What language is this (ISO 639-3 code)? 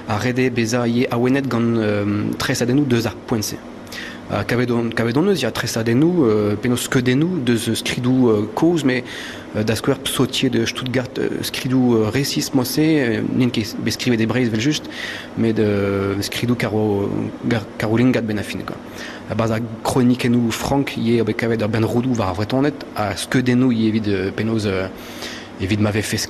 bre